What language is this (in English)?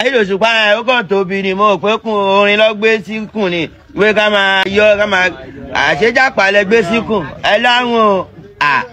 Yoruba